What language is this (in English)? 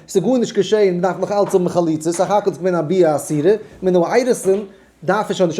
Yiddish